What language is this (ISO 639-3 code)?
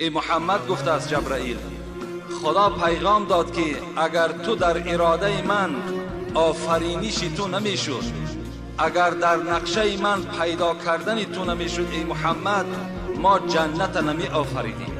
tgk